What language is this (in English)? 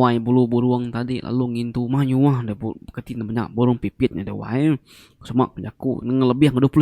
Iban